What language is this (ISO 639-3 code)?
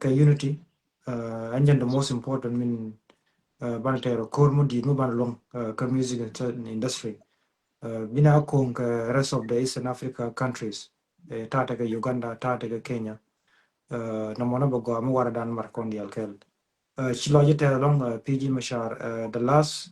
nus